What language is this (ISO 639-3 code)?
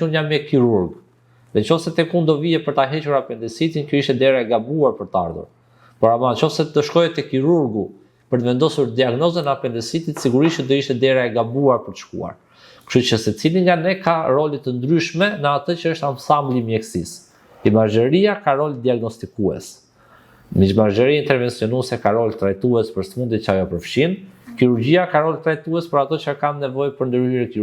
sqi